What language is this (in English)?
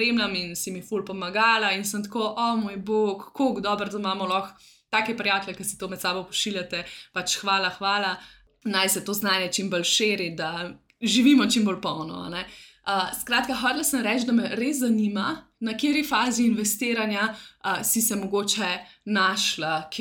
Slovenian